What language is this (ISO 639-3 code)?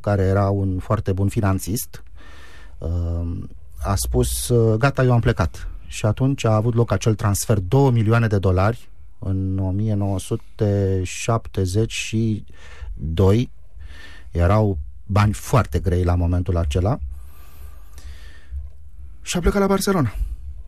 ron